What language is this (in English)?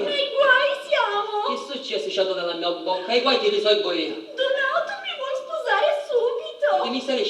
Sicilian